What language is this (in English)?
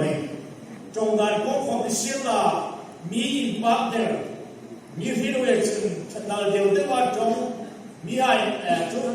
Hmar